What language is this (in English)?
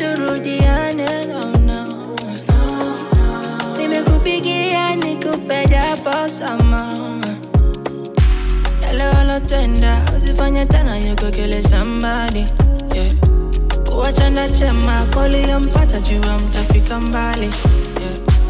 Swahili